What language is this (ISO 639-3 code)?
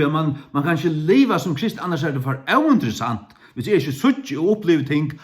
fao